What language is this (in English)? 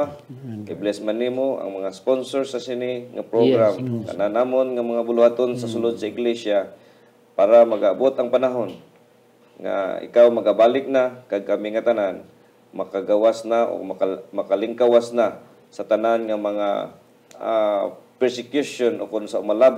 Hiligaynon